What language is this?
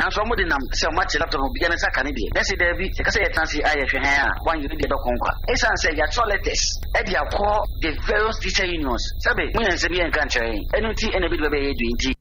Akan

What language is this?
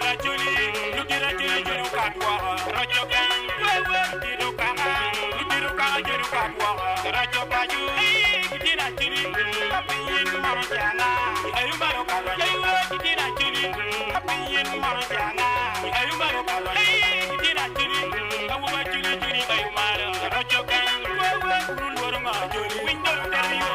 Acoli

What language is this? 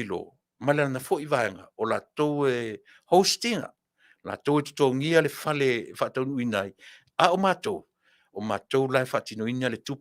Samoan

